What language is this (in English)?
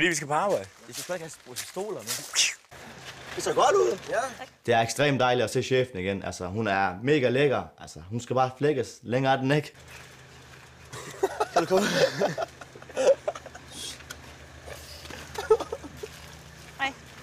Danish